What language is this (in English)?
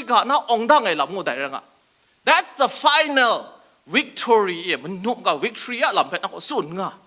Kachin